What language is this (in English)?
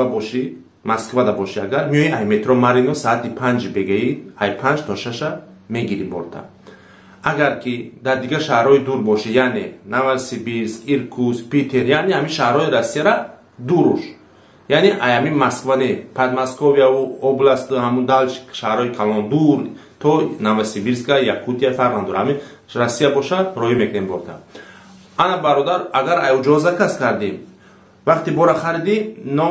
Tajik